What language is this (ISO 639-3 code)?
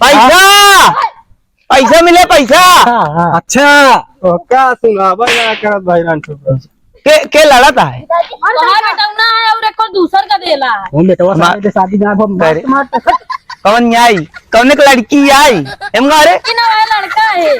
awa